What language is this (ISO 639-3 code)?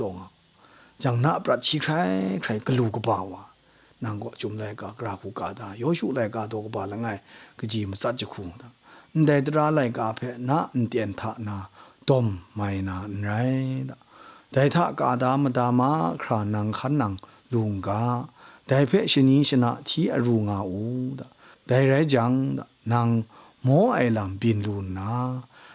kac